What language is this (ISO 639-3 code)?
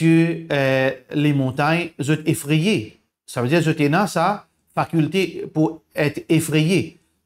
mfe